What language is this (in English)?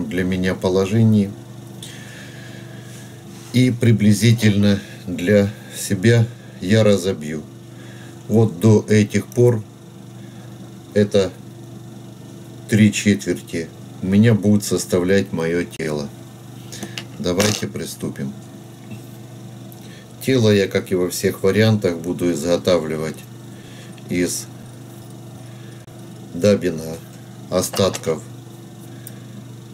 Russian